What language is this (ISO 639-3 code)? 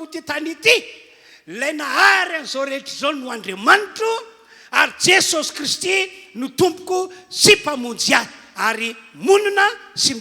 mlg